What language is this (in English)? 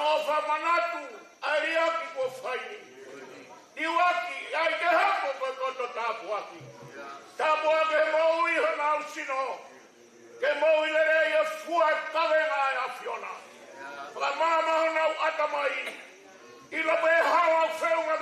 Tongan